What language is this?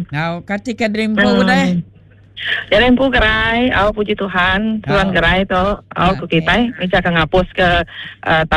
Iban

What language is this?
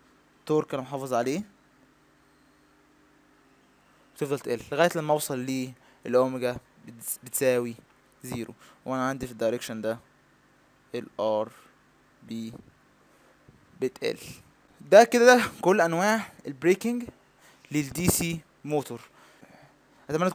Egyptian Arabic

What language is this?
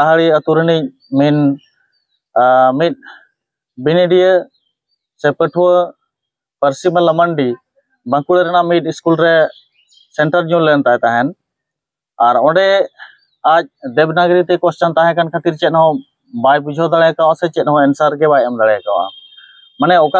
Santali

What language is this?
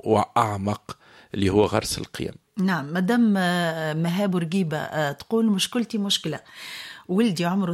Tunisian Arabic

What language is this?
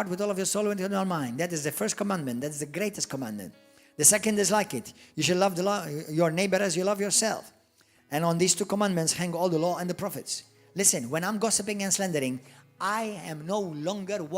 English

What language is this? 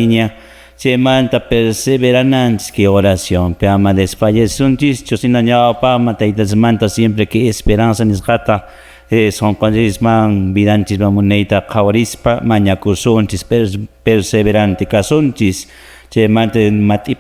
Quechua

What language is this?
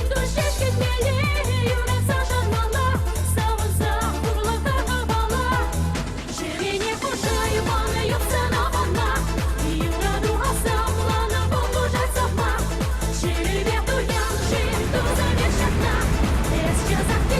Chuvash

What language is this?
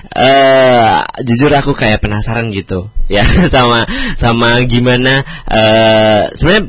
Indonesian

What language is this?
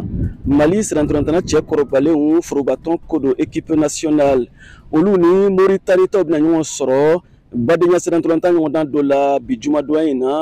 Bambara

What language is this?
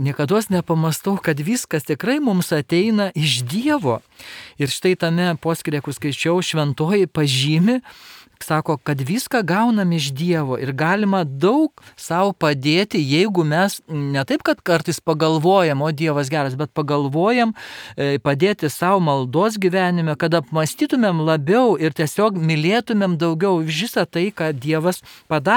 Lithuanian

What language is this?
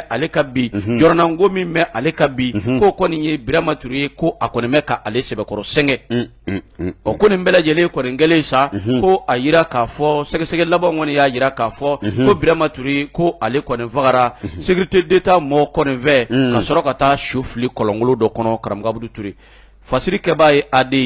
Bambara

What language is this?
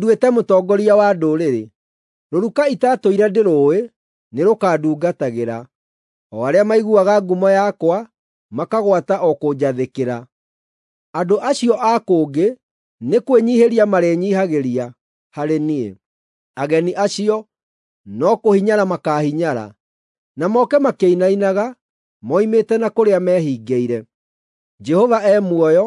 Kikuyu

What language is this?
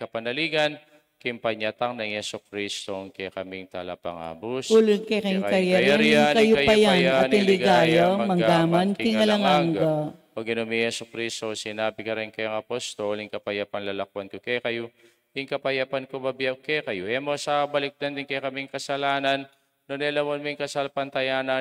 Pampanga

